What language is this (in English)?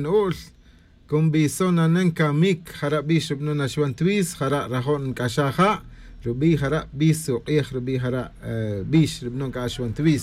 Tz'utujil